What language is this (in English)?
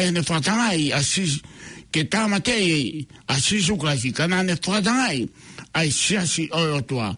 Tongan